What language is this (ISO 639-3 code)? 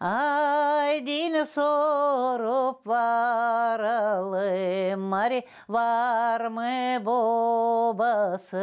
gag